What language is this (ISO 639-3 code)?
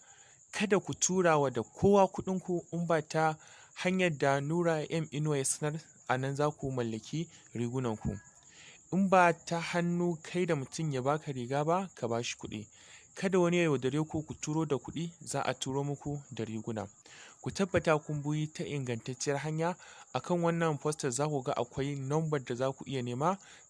hau